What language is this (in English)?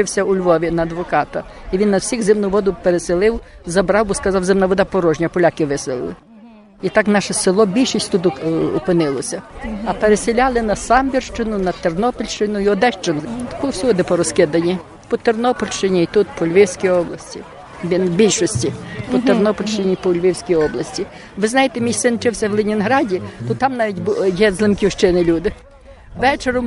Rusyn